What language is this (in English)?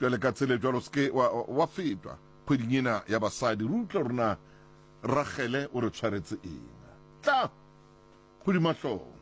Southern Sotho